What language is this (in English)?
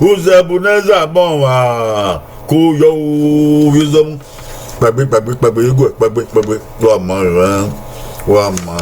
Bini